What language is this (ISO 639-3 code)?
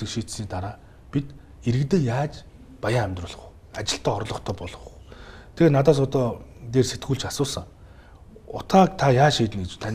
mon